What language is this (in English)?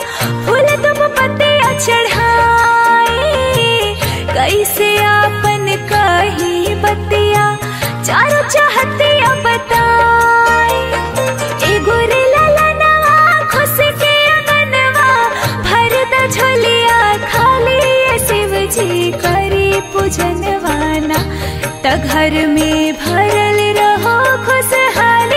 Bhojpuri